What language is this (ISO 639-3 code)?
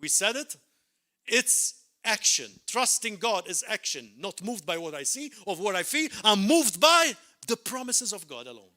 eng